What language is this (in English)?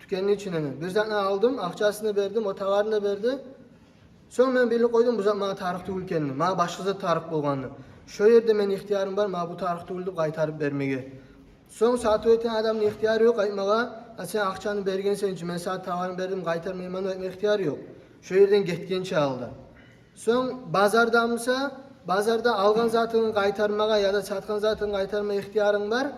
Kumyk